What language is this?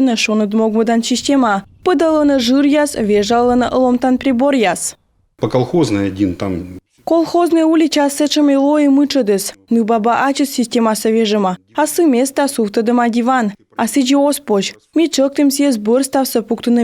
Komi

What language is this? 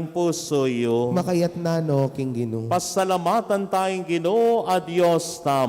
Pampanga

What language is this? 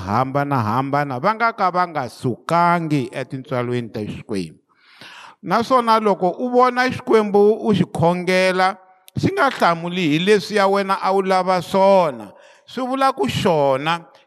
Tsonga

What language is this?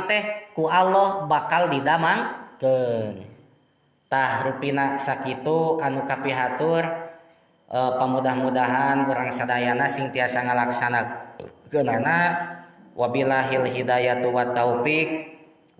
Sundanese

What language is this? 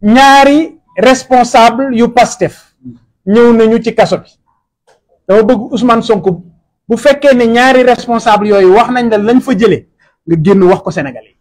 Wolof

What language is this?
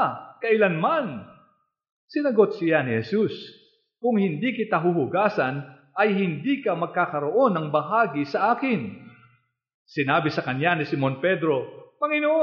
Filipino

